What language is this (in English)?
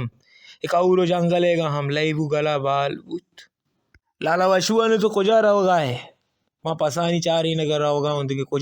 Baluchi